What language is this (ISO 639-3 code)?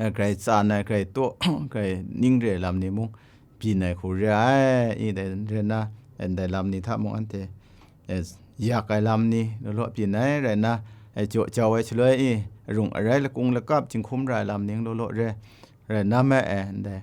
kac